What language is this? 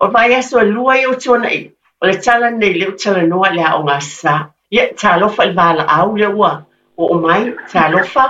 Samoan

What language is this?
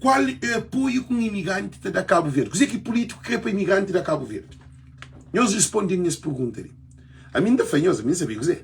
Kabuverdianu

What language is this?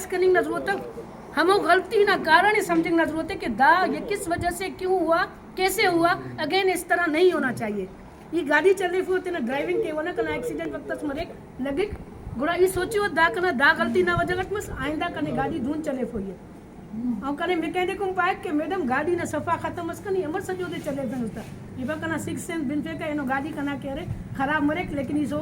Brahui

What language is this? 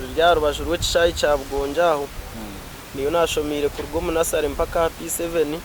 Nyankole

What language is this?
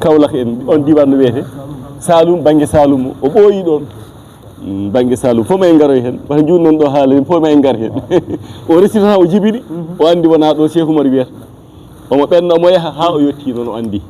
Fula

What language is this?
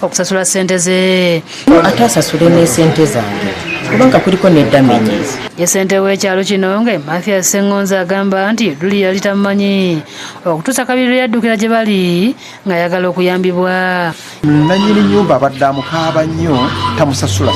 Ganda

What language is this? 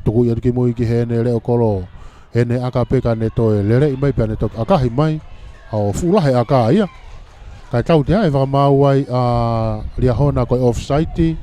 Tongan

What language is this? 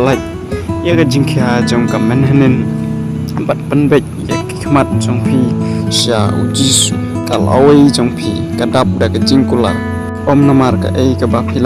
Khasi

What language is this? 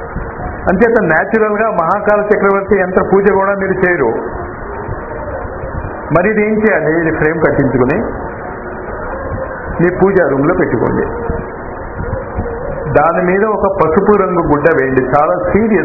Telugu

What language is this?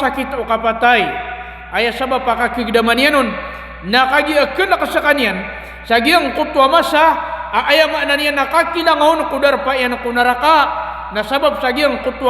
Maranao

